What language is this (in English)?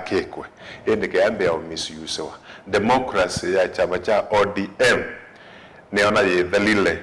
Kamba